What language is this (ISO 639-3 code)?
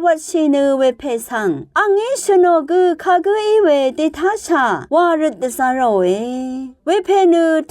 raw